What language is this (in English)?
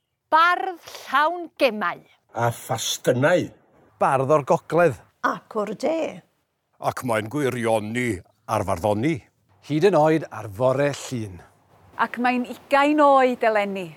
Welsh